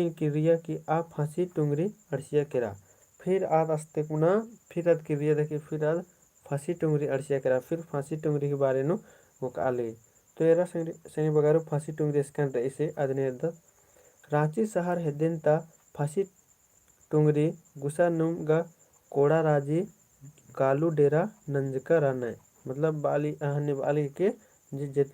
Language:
Kurukh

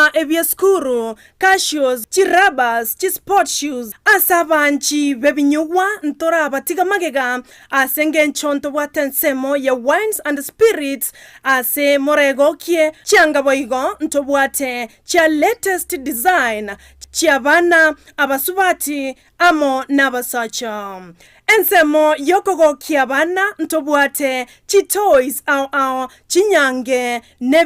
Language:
Gusii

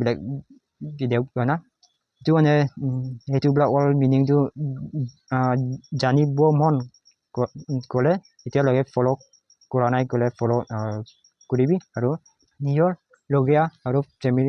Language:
Naga Pidgin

